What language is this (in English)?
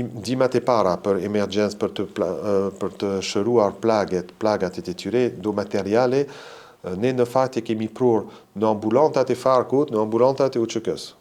Albanian